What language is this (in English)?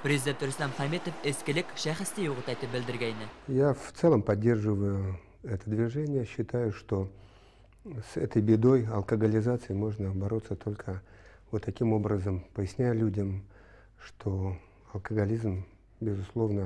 Bashkir